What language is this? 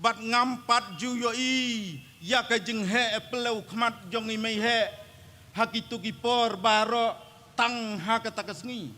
Khasi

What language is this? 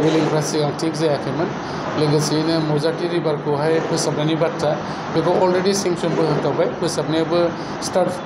Bodo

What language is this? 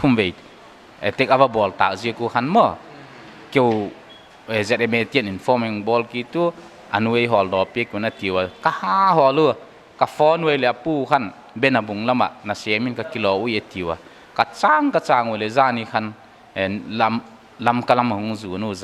Paite Chin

